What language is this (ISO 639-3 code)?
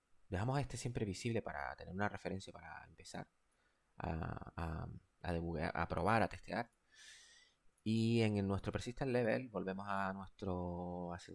spa